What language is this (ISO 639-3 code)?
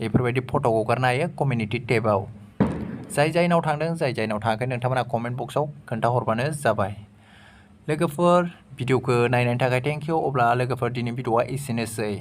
brx